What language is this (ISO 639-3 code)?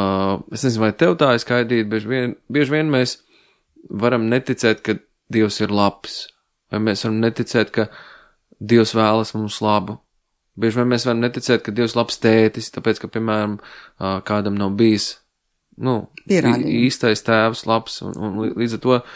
lav